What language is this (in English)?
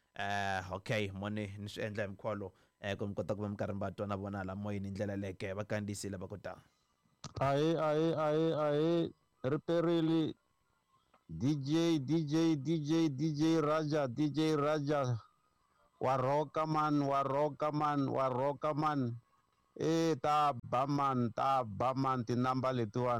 Tsonga